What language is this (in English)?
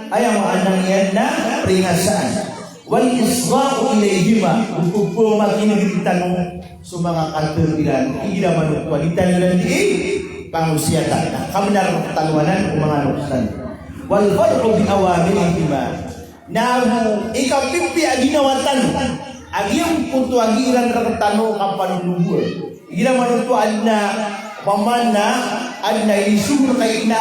Maranao